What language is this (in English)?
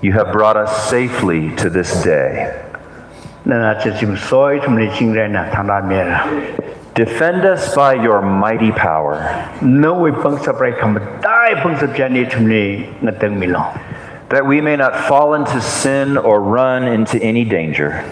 Tangkhul Naga (India)